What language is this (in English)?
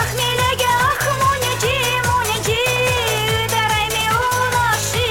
Chuvash